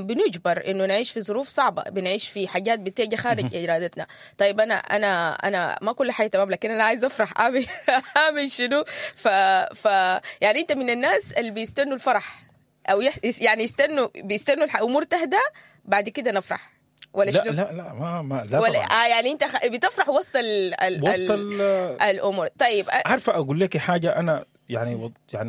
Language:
Sudanese Arabic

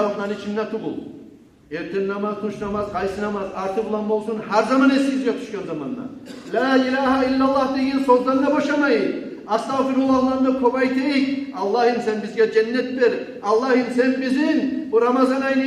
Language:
Kumyk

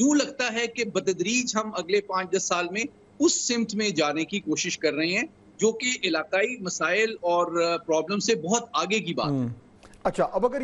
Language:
Urdu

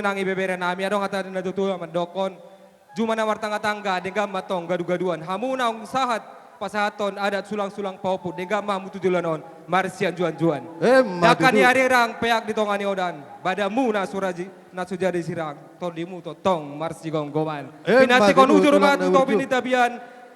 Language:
Batak Toba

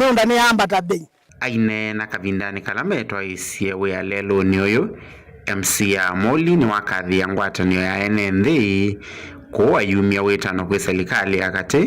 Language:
Kamba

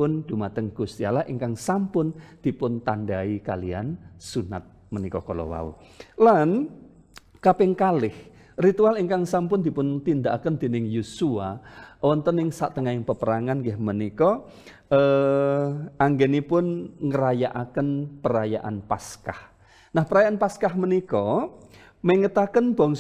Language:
Javanese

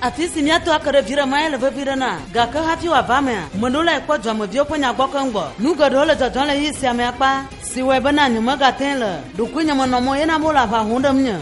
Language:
Ewe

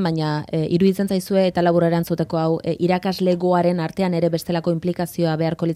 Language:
Basque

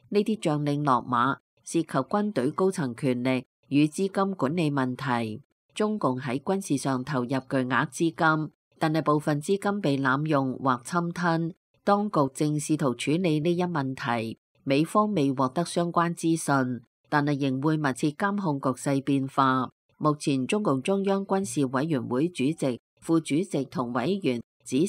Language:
Cantonese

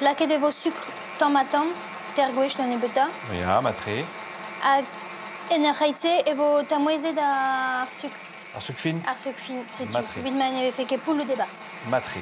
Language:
Breton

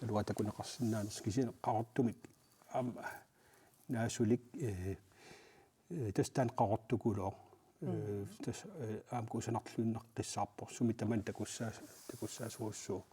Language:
Kalaallisut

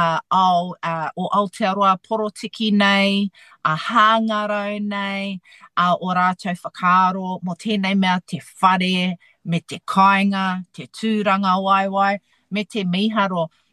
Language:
Māori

